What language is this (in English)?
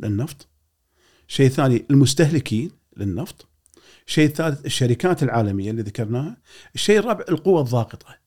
Gulf Arabic